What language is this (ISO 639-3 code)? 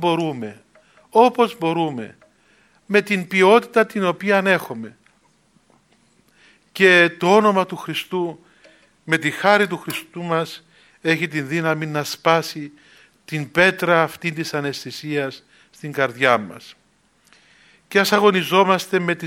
ell